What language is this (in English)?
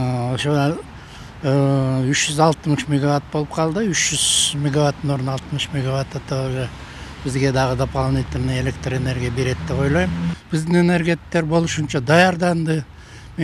Kyrgyz